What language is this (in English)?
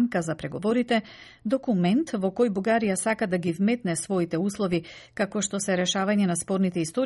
Macedonian